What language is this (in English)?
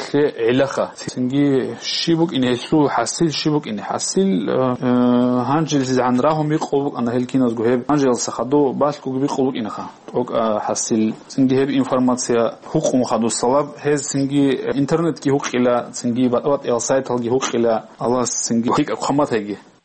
Avaric